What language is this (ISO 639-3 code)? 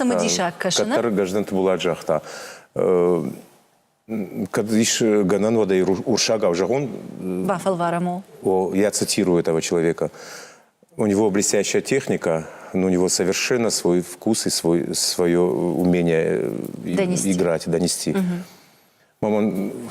oss